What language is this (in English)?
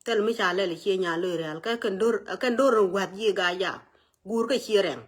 Nuer